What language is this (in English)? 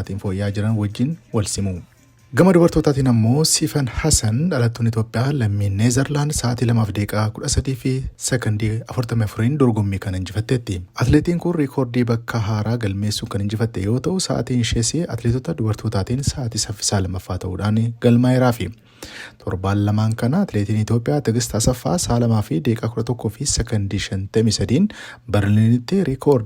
Oromo